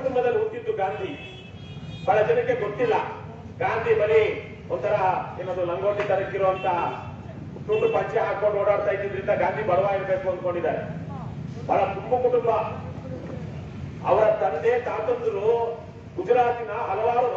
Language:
Kannada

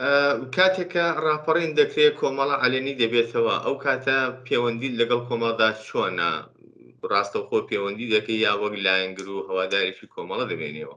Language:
Central Kurdish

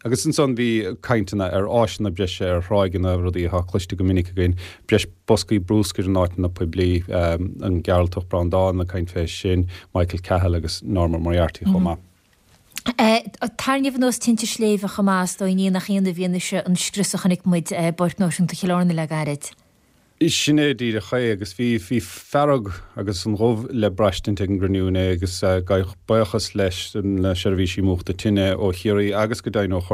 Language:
Irish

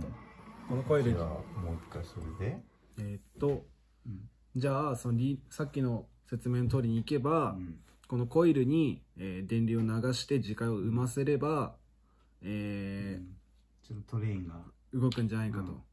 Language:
Japanese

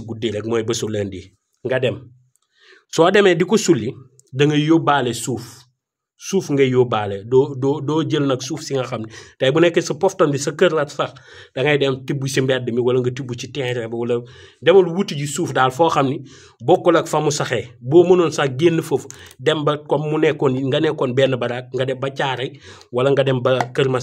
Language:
Wolof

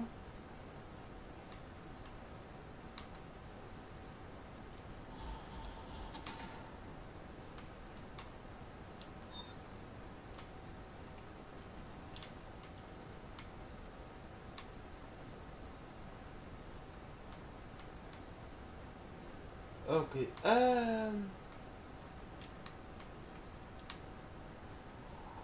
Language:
Dutch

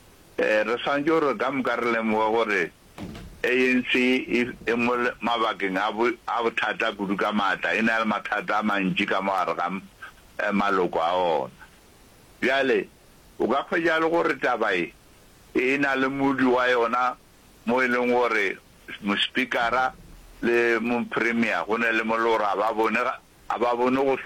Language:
Northern Sotho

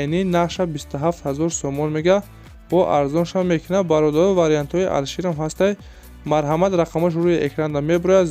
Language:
Tajik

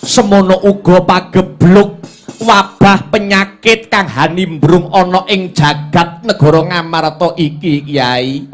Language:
Javanese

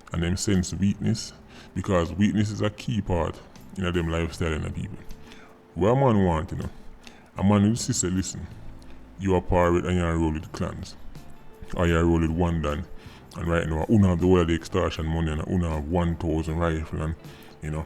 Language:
Jamaican Creole English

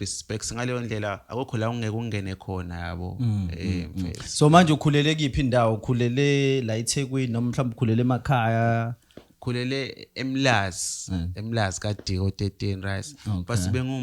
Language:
Zulu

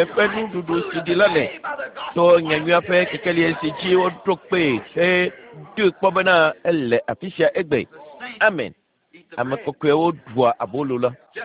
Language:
Ewe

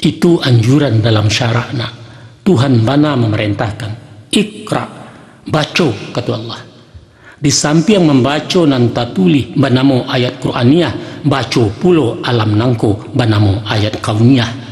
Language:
Minangkabau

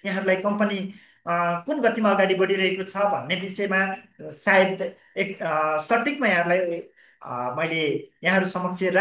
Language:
Nepali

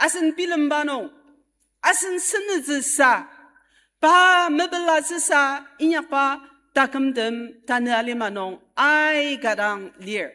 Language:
Ao Naga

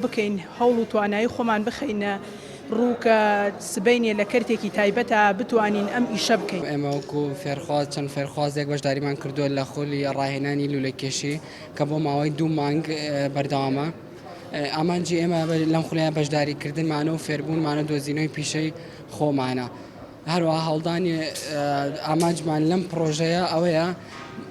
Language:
Central Kurdish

